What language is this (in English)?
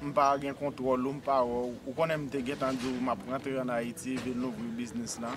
Haitian Creole